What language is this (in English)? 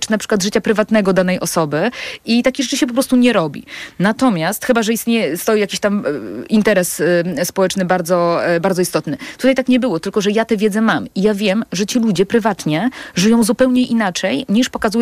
Polish